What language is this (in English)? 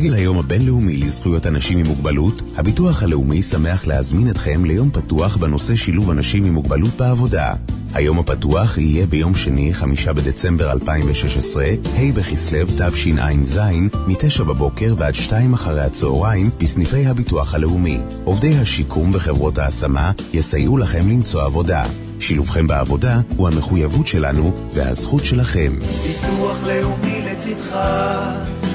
Hebrew